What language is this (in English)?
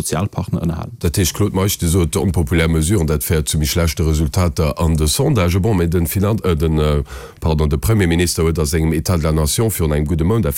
Luxembourgish